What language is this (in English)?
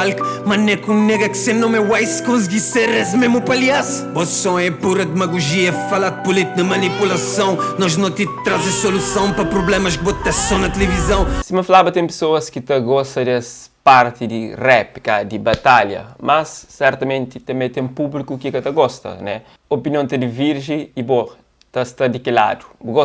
Kabuverdianu